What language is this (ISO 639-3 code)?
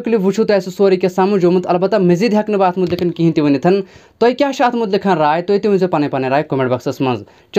kas